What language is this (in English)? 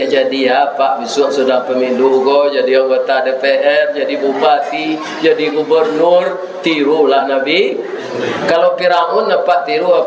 Minangkabau